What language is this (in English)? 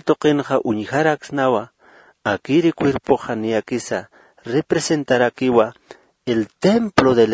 Aymara